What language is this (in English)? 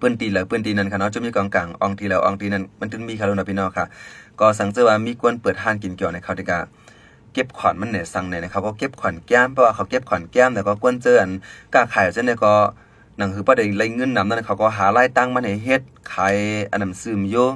Shan